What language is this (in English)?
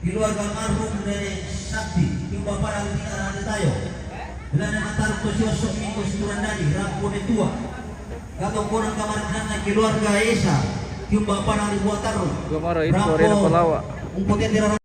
Toraja-Sa'dan